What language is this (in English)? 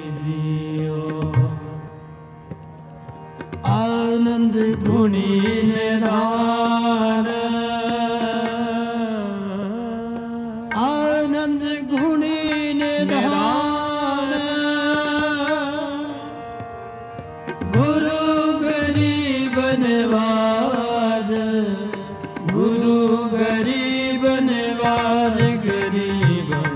Punjabi